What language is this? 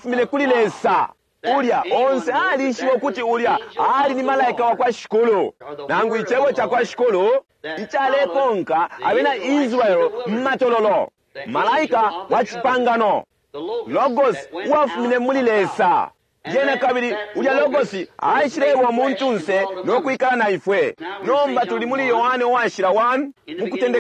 Bemba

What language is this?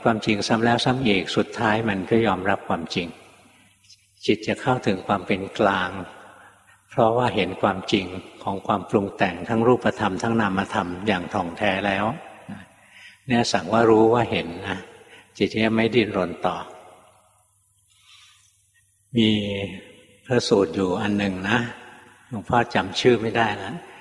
Thai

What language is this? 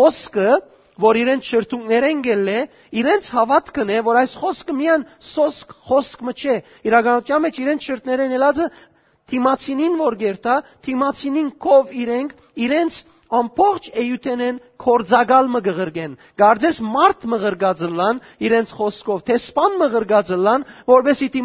Western Armenian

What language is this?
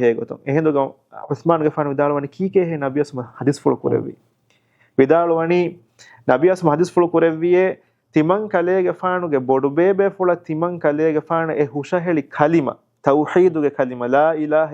Divehi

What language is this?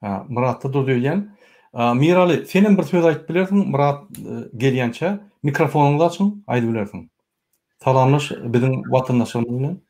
Turkmen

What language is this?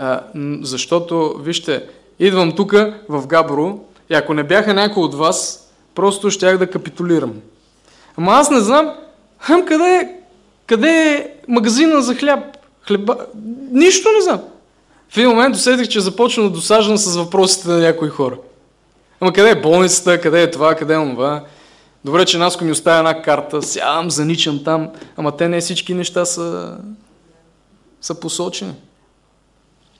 Bulgarian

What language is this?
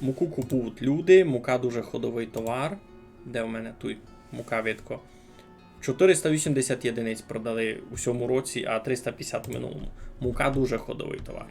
Rusyn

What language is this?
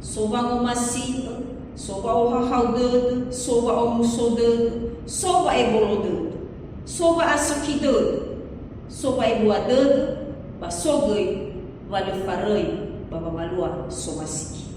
Nias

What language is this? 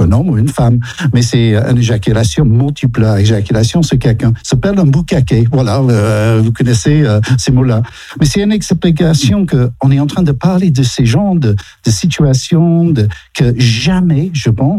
French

